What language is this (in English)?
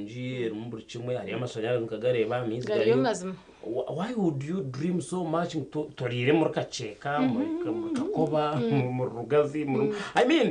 Nyankole